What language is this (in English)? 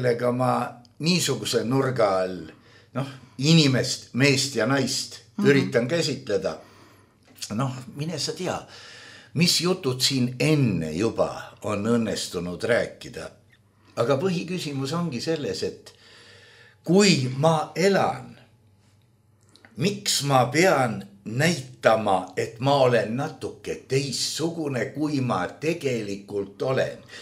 Estonian